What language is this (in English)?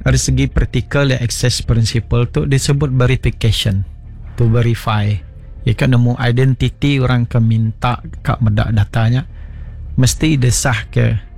Iban